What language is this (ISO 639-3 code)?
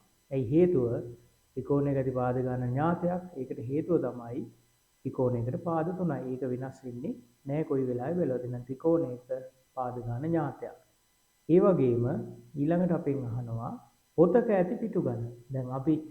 sin